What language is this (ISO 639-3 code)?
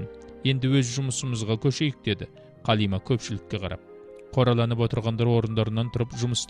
kaz